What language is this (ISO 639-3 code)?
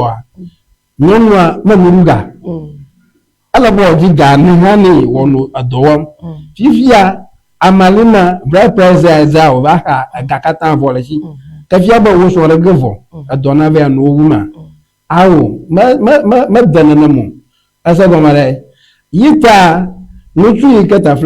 ewe